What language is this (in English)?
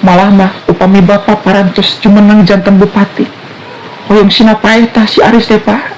Sundanese